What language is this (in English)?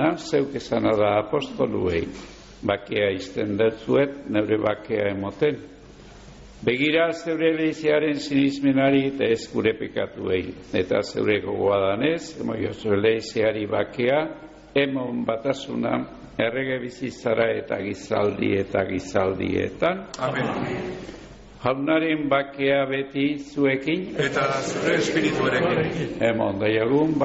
Basque